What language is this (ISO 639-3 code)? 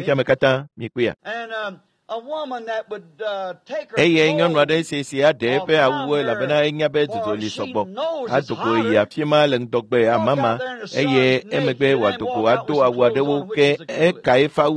ewe